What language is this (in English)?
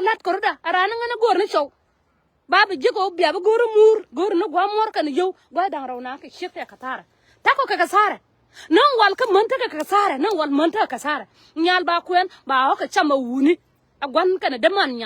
Nuer